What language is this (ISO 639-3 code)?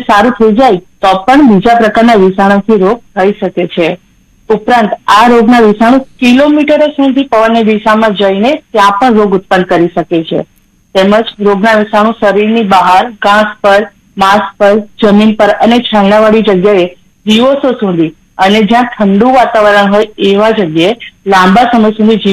guj